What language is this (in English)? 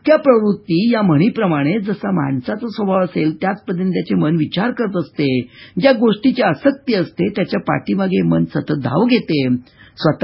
Marathi